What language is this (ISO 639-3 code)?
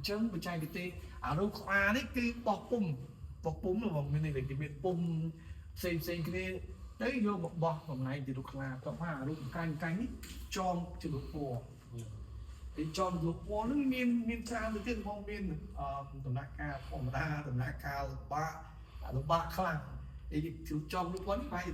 khm